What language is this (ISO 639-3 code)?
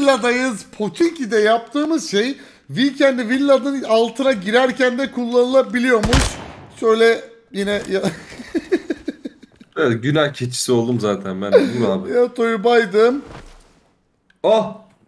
tur